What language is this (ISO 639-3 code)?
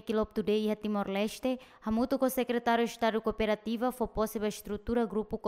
tet